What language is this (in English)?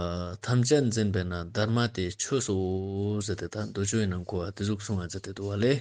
Ladakhi